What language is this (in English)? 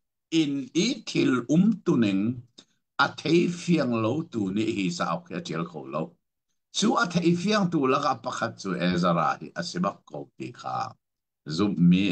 Hakha Chin